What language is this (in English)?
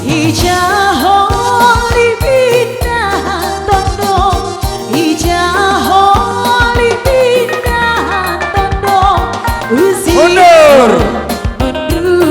Batak Simalungun